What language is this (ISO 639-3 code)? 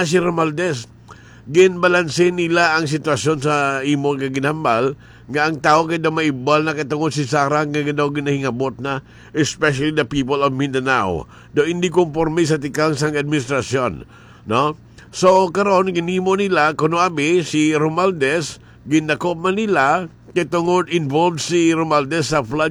hil